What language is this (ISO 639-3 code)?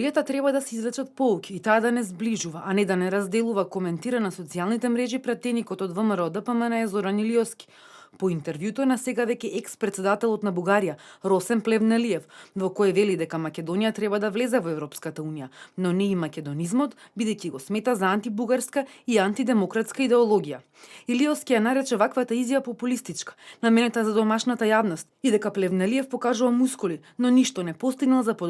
mkd